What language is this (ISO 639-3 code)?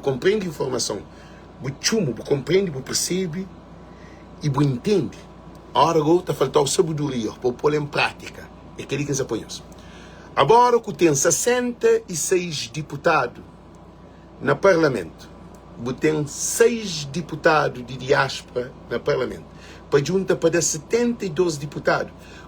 kea